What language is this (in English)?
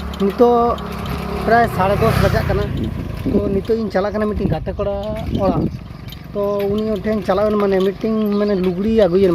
Santali